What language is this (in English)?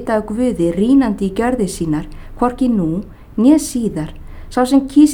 Icelandic